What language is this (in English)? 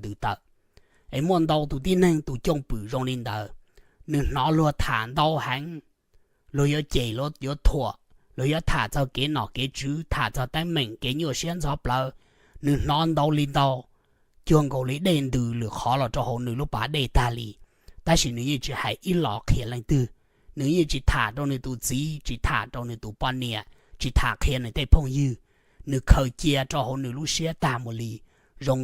Hmong